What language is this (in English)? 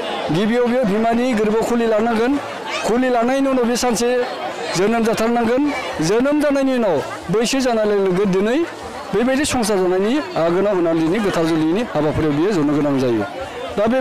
Bodo